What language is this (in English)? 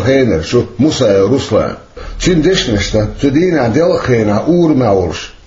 Chechen